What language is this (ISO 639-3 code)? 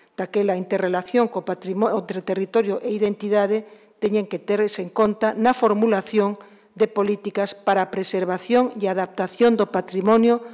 glg